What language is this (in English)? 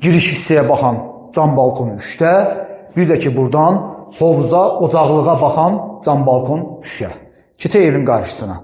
Azerbaijani